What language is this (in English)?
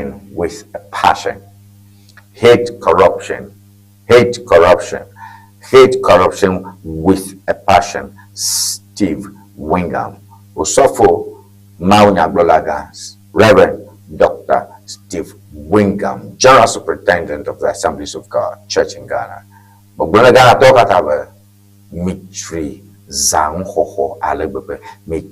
Ewe